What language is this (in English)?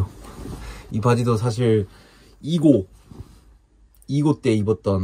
Korean